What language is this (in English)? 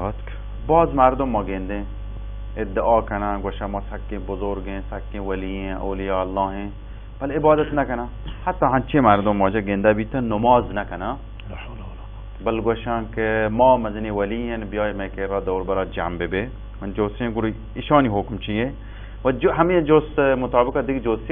Baluchi